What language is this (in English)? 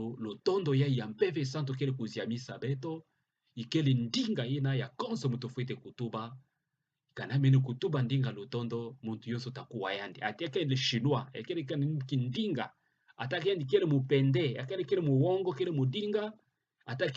Kituba (Democratic Republic of Congo)